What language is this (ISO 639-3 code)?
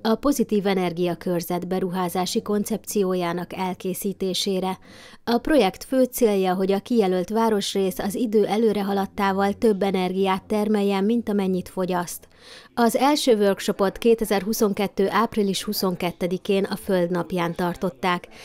hun